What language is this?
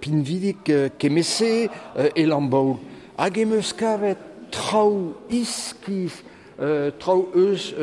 Breton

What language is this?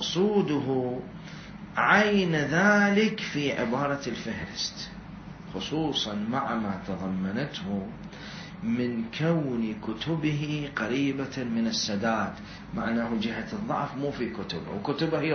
Mesopotamian Arabic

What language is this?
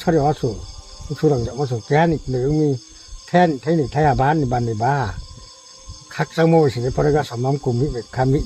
Riang (India)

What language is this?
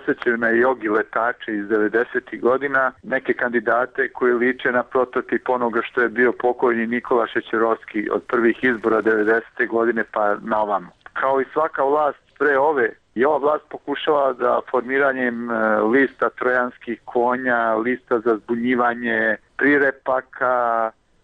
Serbian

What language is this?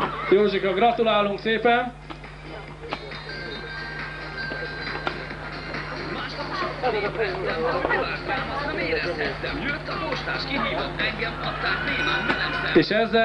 Hungarian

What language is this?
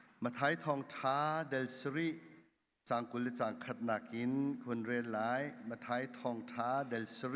Hakha Chin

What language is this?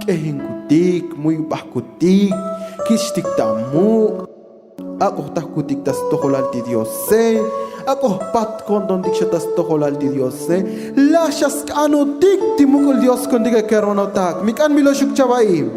Tzotzil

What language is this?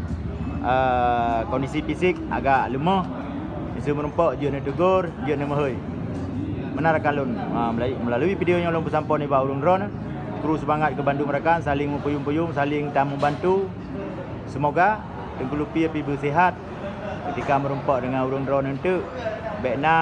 Achinese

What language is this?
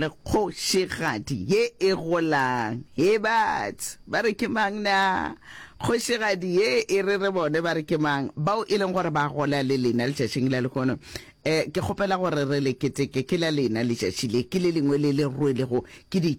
Northern Sotho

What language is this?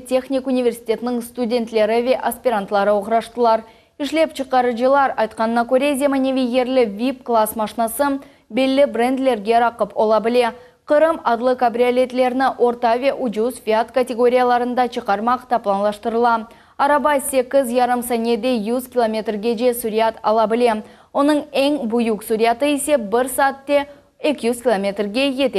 Crimean Tatar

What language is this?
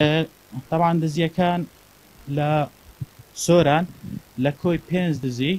Central Kurdish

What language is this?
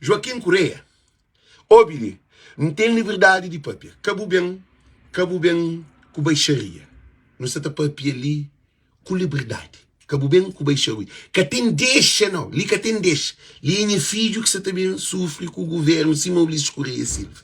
Kabuverdianu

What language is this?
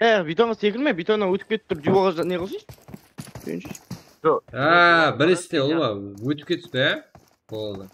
Kara-Kalpak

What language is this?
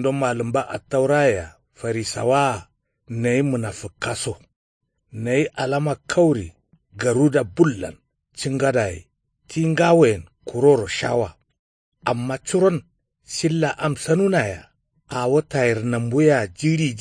Kanuri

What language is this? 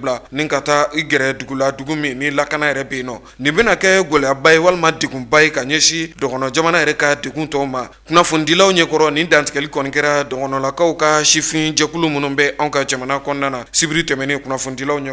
Bambara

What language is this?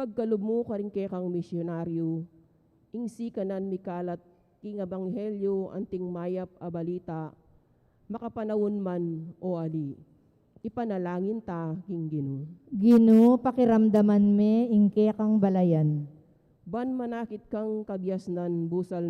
Pampanga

